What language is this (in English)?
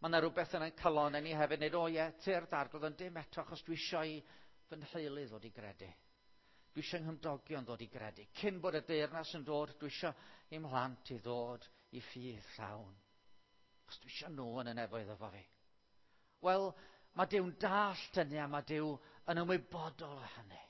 Welsh